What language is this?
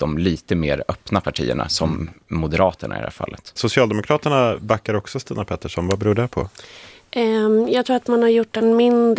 Swedish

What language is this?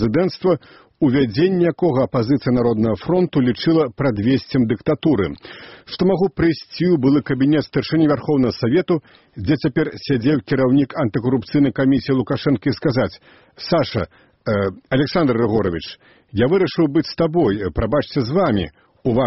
Belarusian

